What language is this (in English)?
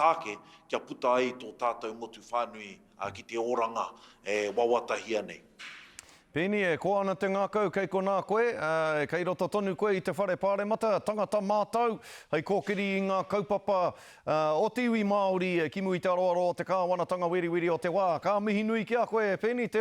Māori